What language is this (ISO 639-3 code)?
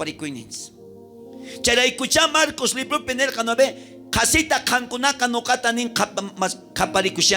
quh